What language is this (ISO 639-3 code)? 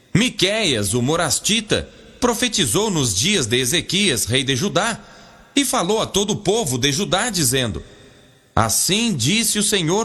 por